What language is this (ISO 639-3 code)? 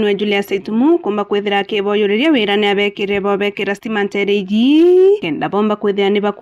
mer